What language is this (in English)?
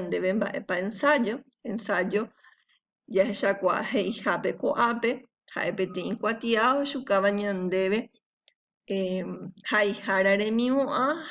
Guarani